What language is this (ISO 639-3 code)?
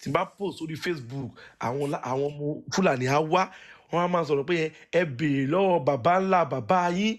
yor